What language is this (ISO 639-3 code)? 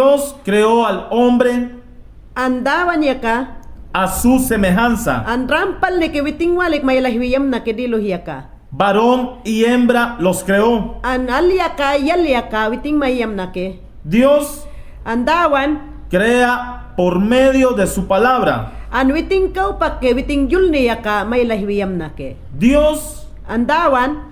yan